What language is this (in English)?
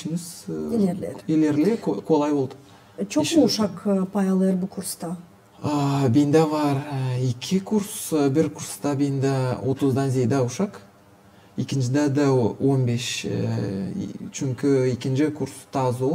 Gagauz